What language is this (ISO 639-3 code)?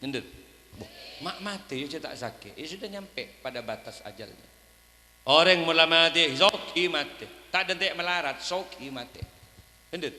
mad